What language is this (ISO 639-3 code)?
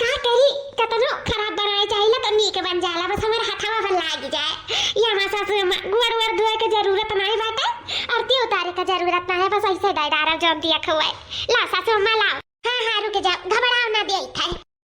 awa